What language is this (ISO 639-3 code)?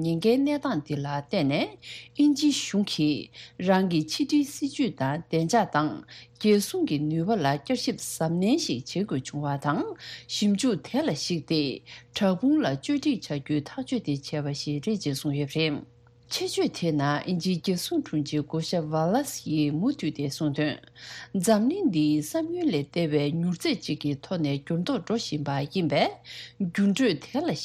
bod